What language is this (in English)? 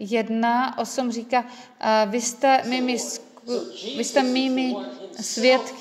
Czech